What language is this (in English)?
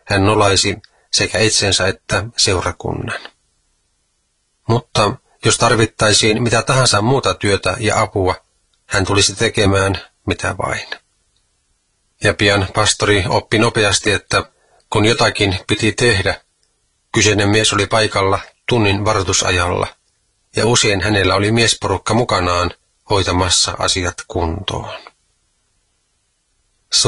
Finnish